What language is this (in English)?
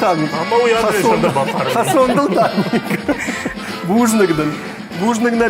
Ossetic